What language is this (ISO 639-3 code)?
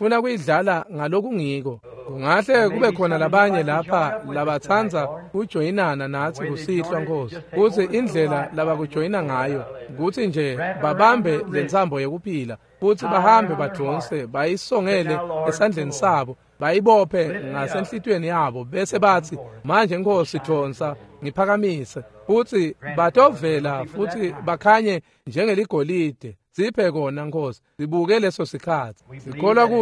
ssw